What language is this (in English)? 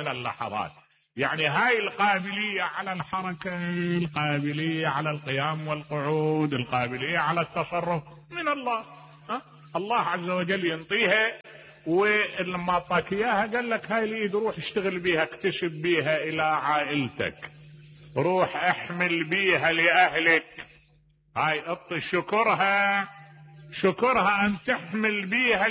Mesopotamian Arabic